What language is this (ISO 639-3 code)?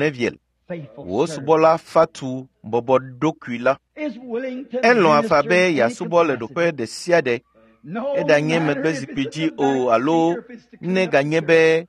ewe